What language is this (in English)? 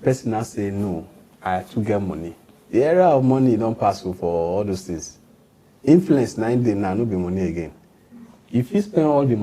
Nigerian Pidgin